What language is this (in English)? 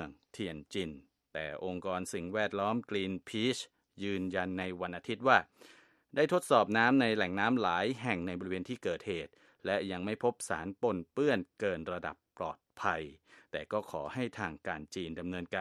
Thai